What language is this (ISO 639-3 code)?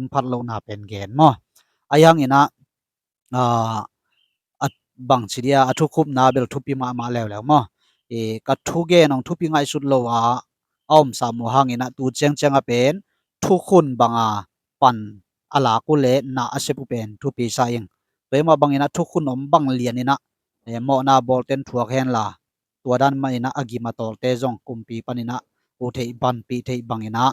ctd